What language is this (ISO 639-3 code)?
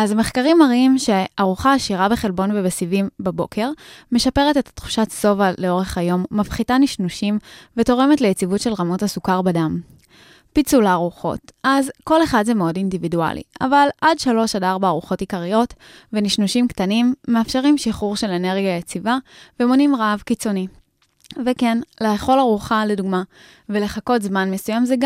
heb